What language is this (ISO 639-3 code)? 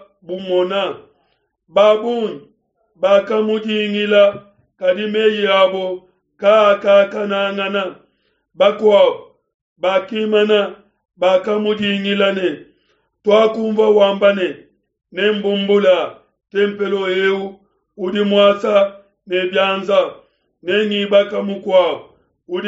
lua